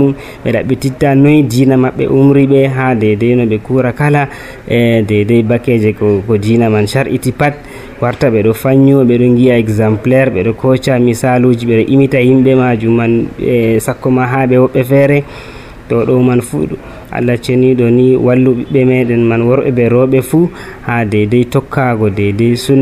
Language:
Nigerian Fulfulde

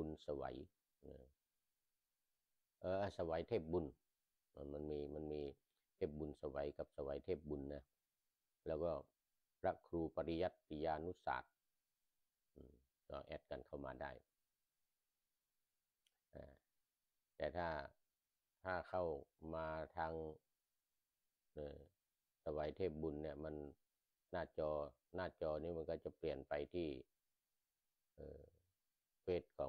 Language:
Thai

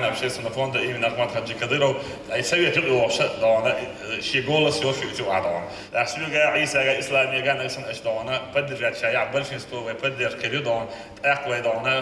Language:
Chechen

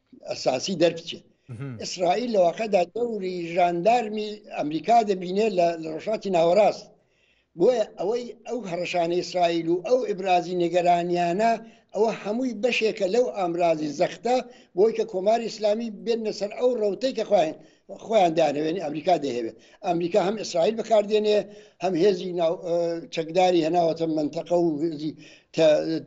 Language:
Central Kurdish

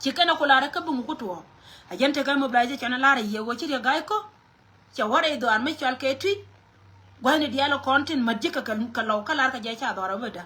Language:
Nuer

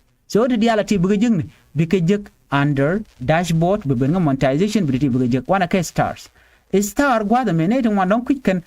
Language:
Nuer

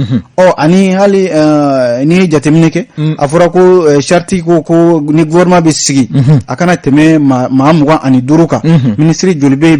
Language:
Bambara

